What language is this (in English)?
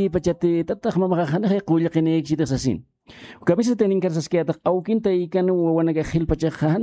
Aymara